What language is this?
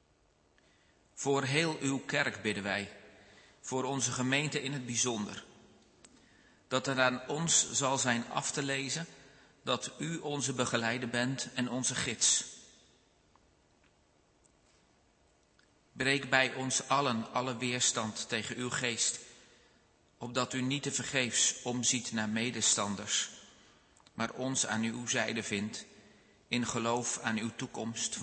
Dutch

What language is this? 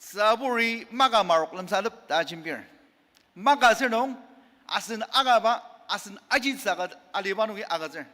Ao Naga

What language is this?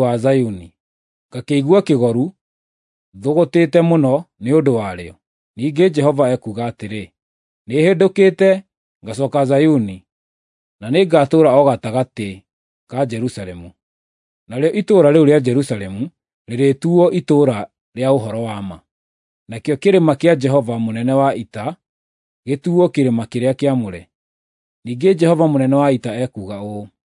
Kikuyu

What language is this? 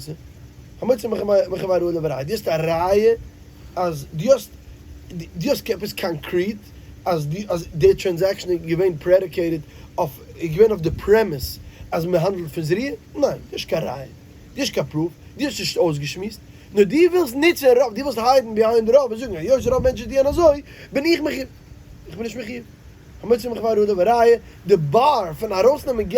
Yiddish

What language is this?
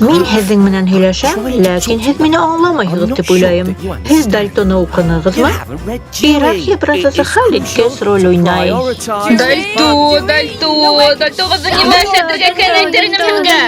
Bashkir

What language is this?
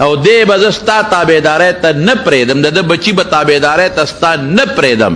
Pashto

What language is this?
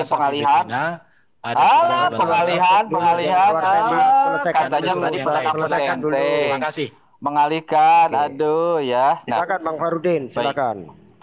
Indonesian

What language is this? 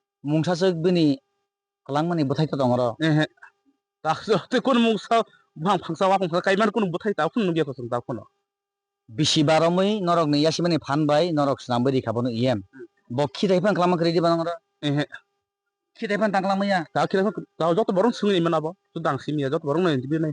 Kok Borok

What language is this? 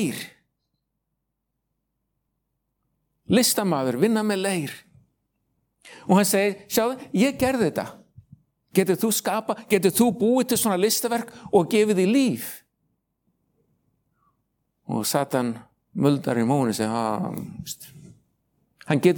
Icelandic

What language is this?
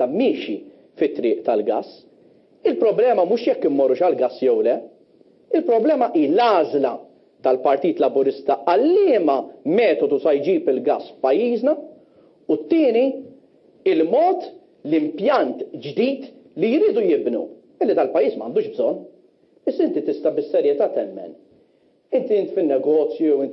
Maltese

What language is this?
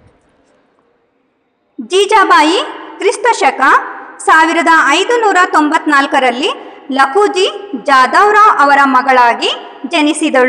Kannada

